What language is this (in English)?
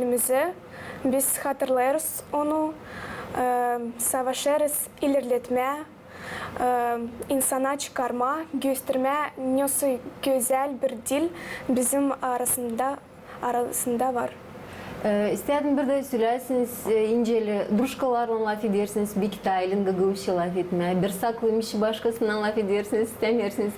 Gagauz